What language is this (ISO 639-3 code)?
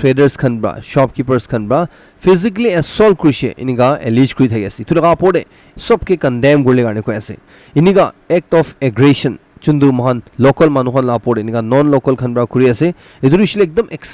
nag